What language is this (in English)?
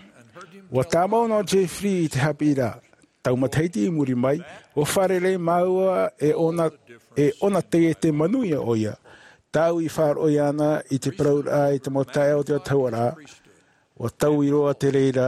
Tahitian